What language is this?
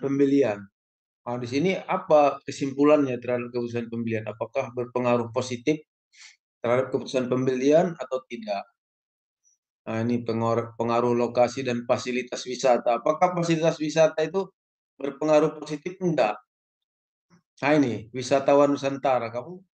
Indonesian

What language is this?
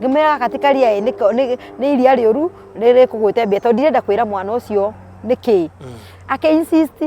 Kikuyu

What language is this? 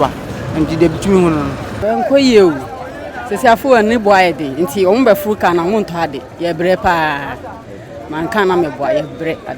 Akan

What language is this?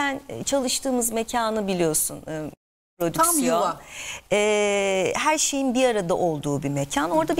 Turkish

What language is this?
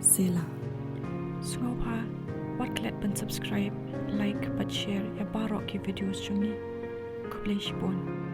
Khasi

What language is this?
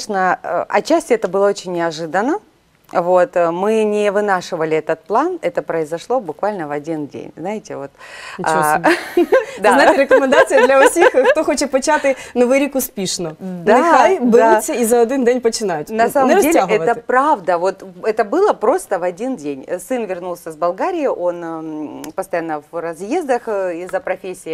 Ukrainian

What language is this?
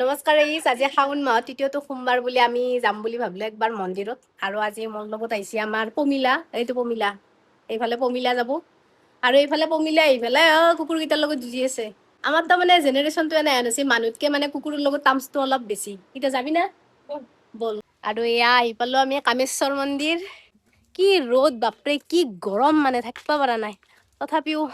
Assamese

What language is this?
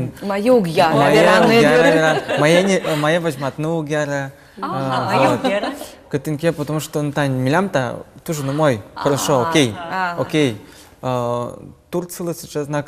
Udmurt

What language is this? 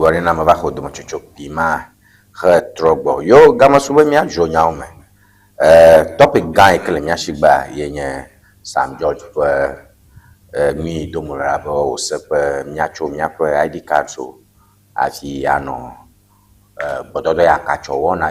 Ewe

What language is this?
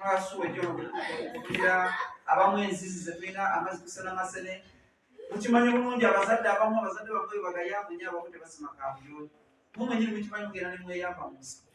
Ganda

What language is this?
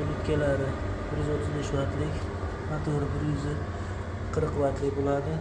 Uzbek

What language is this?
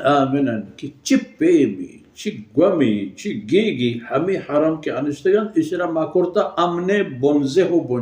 Baluchi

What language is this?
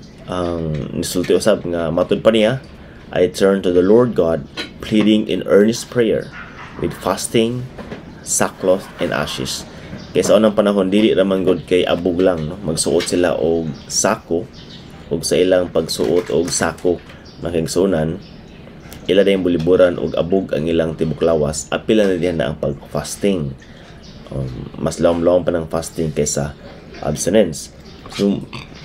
Cebuano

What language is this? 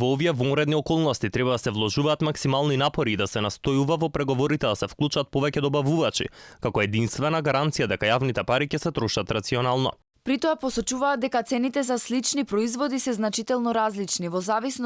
Macedonian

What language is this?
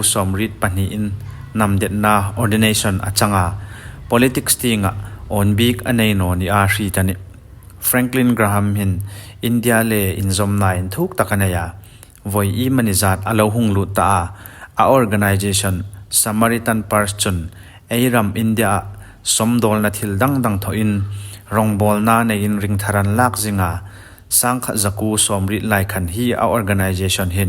Hmar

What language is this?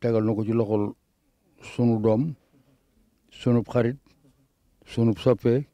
Wolof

